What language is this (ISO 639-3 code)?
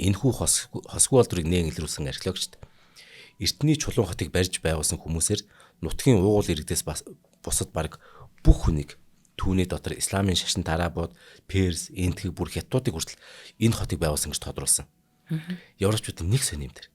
mon